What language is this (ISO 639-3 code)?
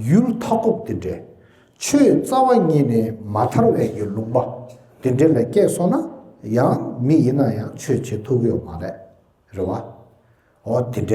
bod